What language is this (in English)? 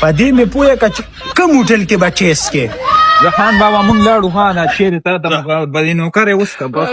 Pashto